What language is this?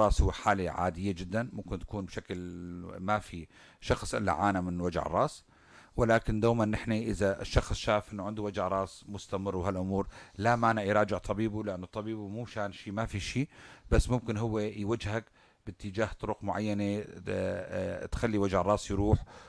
North Levantine Arabic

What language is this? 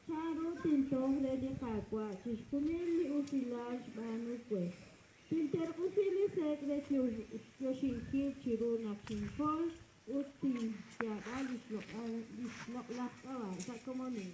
Kekchí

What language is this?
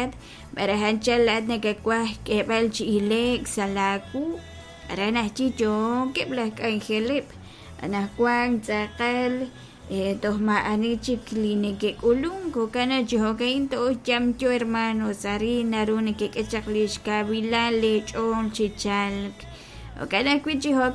Kekchí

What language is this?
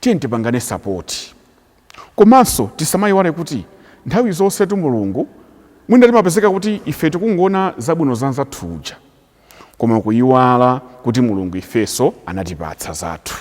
Nyanja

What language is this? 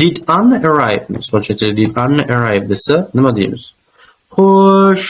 Uzbek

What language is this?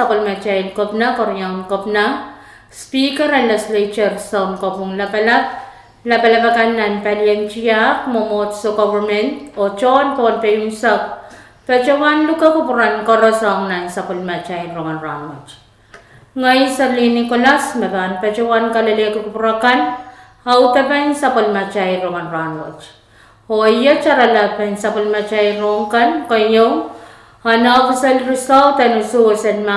Pohnpeian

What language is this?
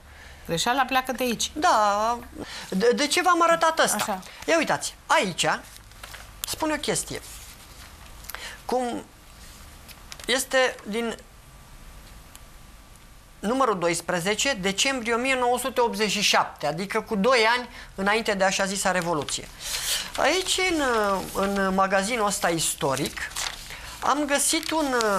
Romanian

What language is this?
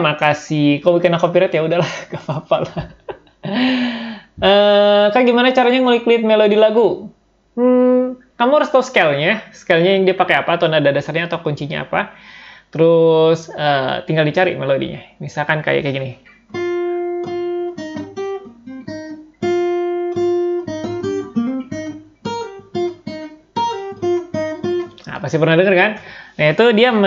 Indonesian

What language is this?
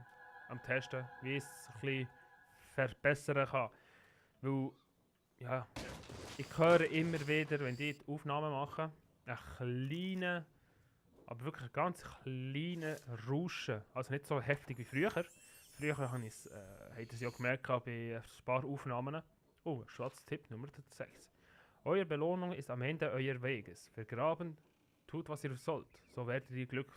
Swiss German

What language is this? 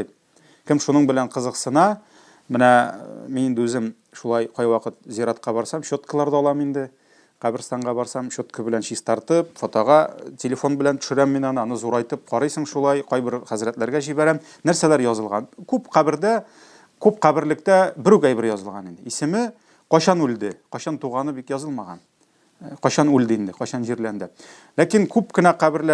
Tatar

